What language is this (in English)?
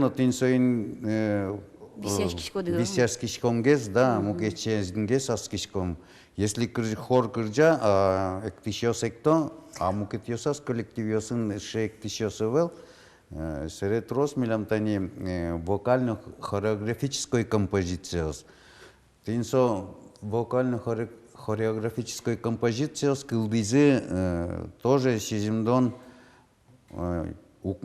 Udmurt